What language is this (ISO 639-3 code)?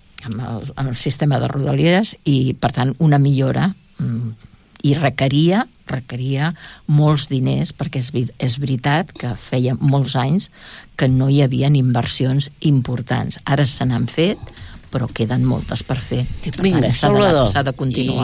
cat